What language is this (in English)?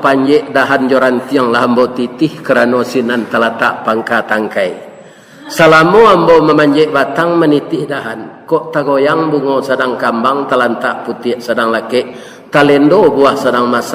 Minangkabau